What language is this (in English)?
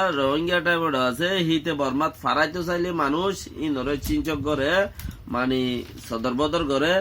Rohingya